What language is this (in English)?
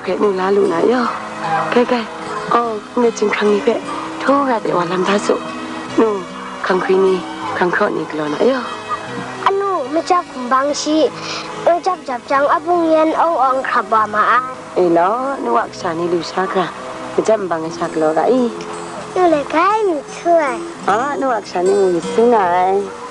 Kachin